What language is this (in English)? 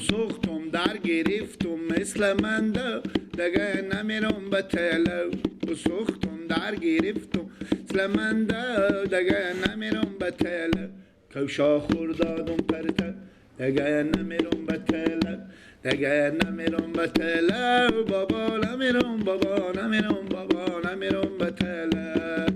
Persian